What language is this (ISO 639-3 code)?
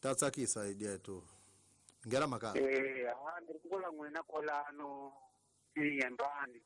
tso